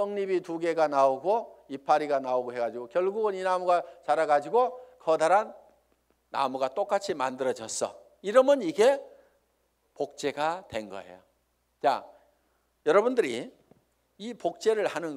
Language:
Korean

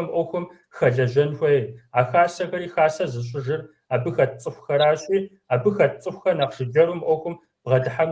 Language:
Kabardian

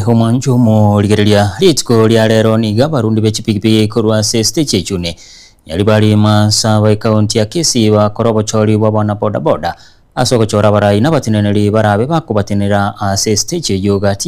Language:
Gusii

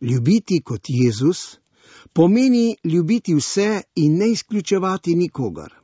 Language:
Slovenian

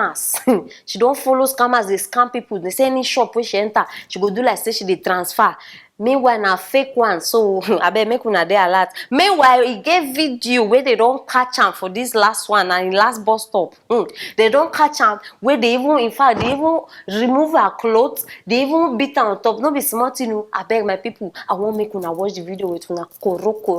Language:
Nigerian Pidgin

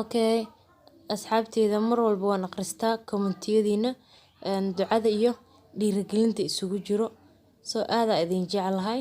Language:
Somali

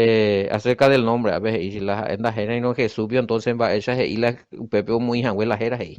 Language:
Guarani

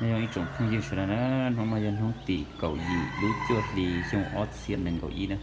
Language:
Hmong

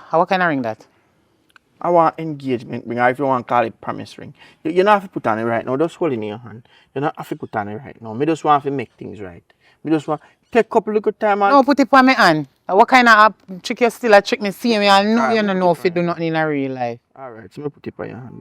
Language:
Jamaican Creole English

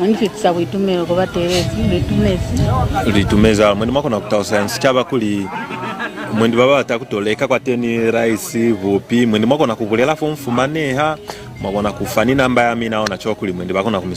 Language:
Lozi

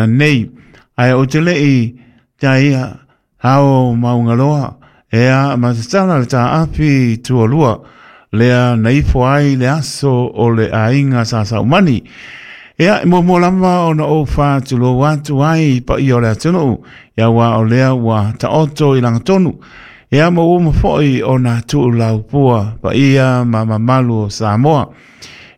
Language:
Samoan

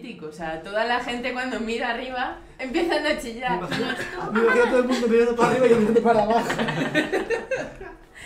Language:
Spanish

